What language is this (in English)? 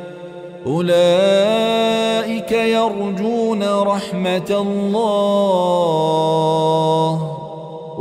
Arabic